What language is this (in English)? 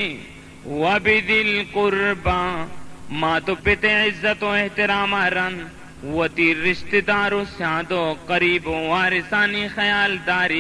Baluchi